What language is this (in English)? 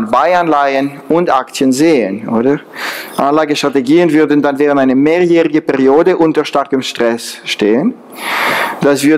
German